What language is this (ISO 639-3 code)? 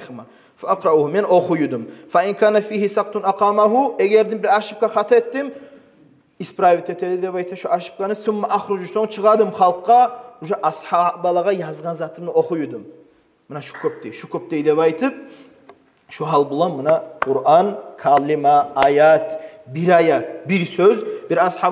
kum